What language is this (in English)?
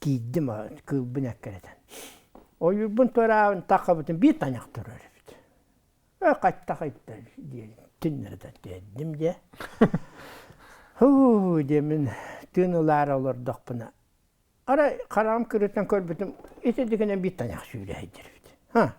Yakut